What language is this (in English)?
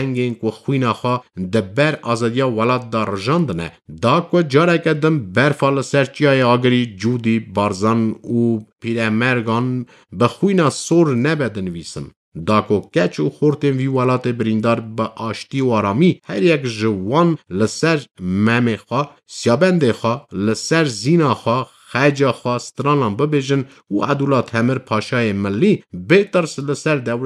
Kurdish